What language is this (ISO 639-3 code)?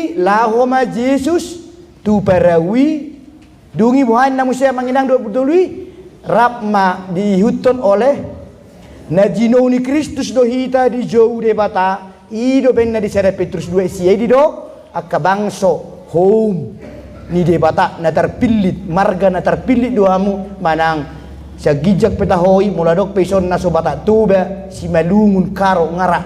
bbc